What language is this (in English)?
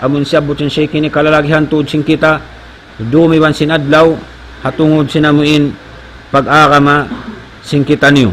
Tausug